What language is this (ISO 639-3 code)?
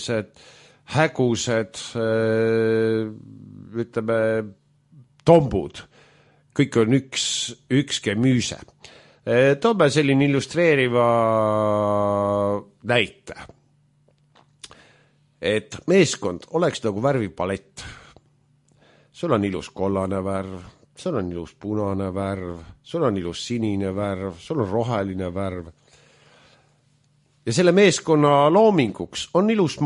est